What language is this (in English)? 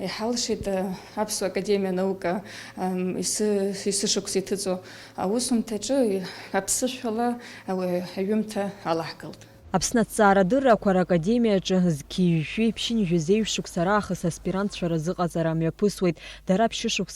Abkhazian